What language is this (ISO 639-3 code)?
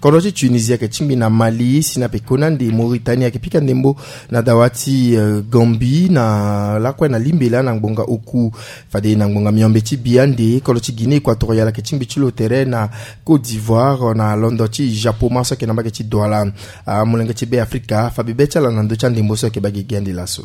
sag